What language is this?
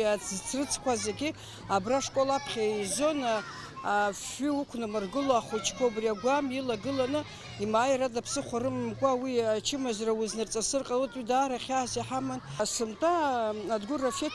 Abkhazian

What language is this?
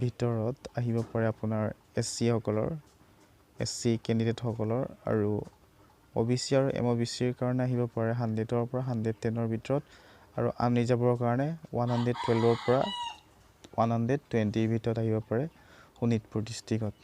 Assamese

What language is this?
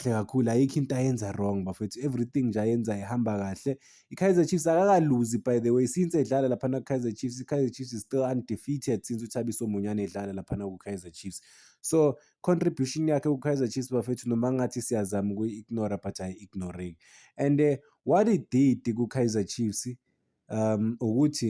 Zulu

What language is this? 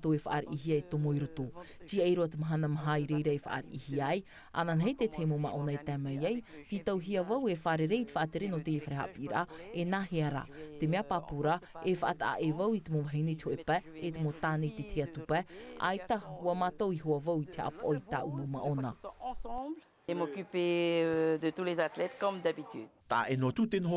Tahitian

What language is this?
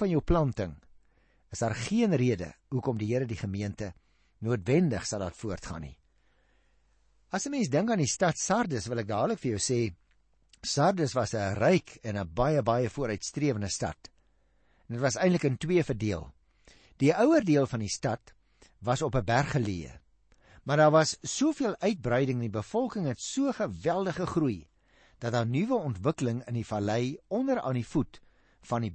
Afrikaans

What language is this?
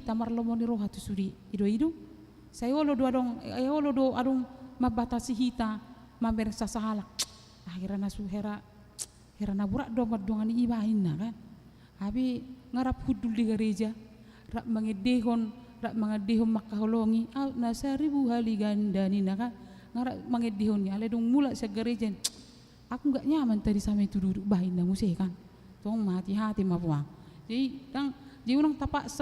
Batak Toba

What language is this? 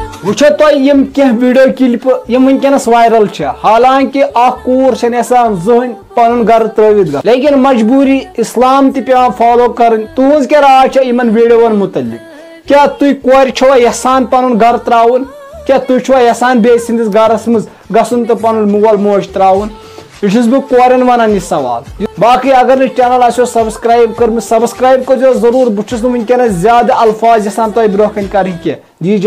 Kashmiri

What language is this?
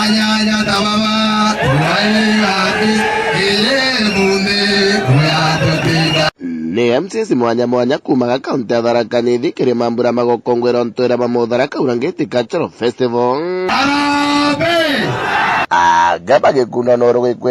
Meru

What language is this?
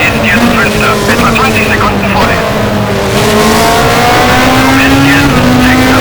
Bavarian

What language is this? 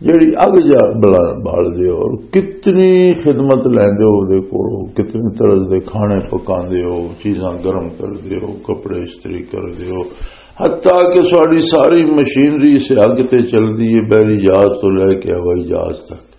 Western Panjabi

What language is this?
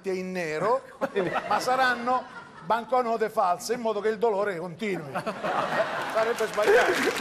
Italian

